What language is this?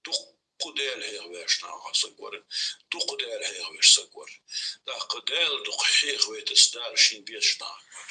Ingush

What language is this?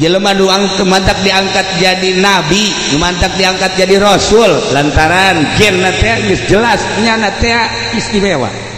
Sundanese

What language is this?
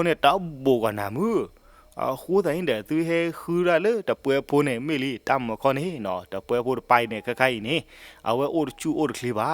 S'gaw Karen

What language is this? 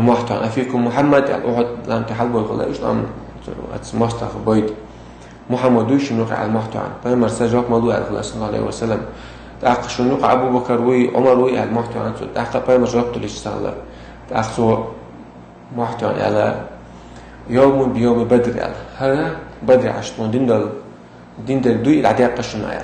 Chechen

